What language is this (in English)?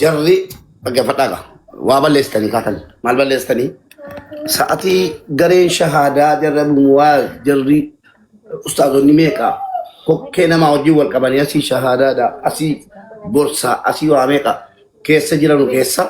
Oromo